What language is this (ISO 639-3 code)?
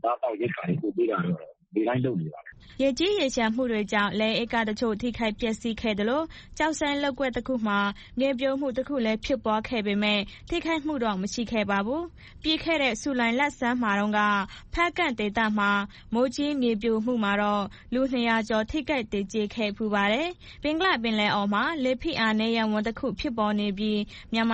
mya